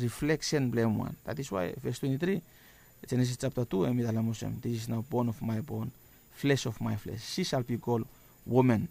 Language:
Bislama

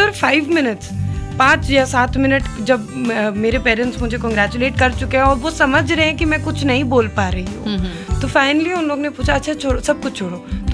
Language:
Hindi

